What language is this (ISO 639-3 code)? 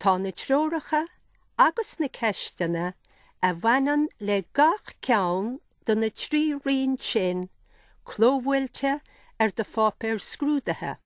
gle